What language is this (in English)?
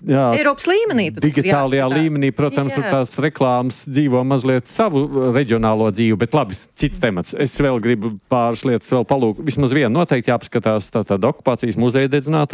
Latvian